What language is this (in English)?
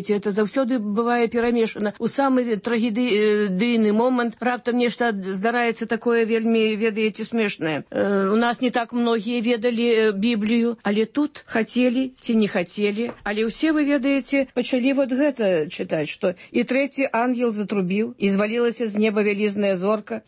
Belarusian